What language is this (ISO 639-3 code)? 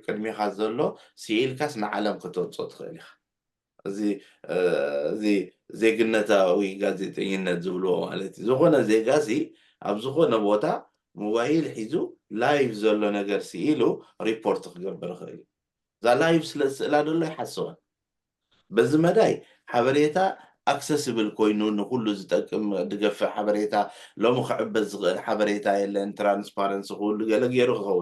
tir